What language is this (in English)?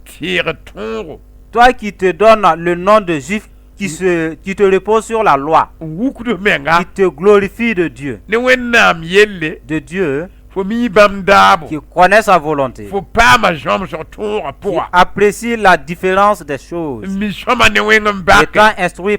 Mossi